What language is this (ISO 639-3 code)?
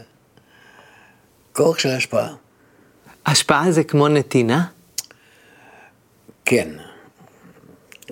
heb